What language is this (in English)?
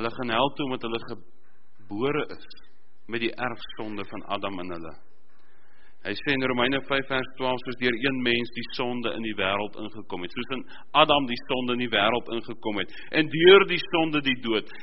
Afrikaans